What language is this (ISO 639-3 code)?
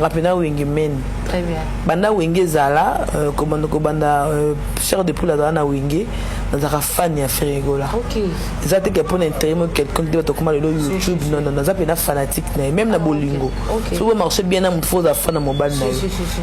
lin